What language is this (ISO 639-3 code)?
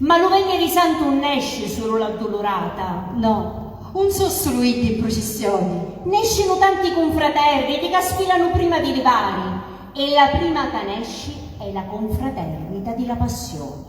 scn